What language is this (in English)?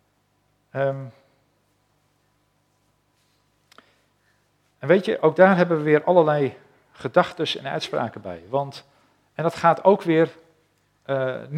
Dutch